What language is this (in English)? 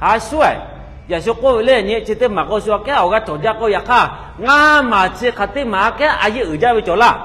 Lahu